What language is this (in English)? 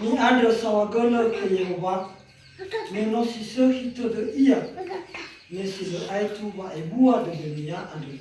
Nias